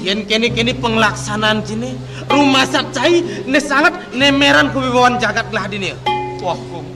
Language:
Balinese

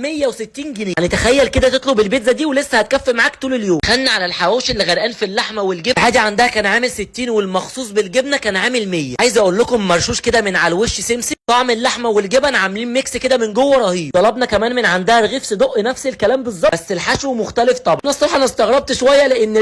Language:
Egyptian Arabic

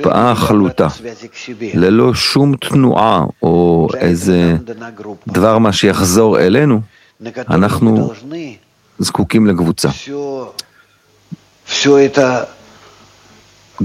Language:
Hebrew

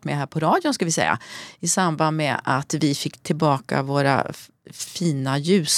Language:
Swedish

